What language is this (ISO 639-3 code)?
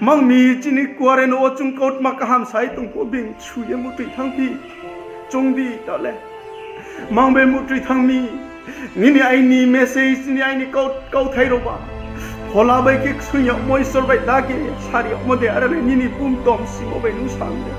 ria